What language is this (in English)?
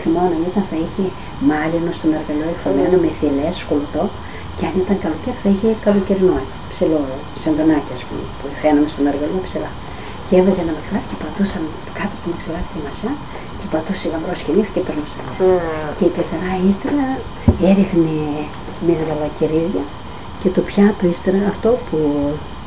Greek